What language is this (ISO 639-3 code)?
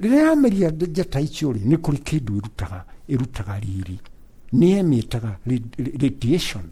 kik